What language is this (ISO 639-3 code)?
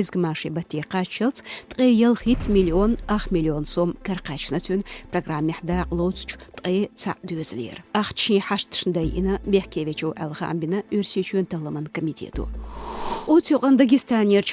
che